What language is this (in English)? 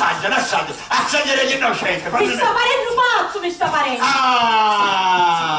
Sicilian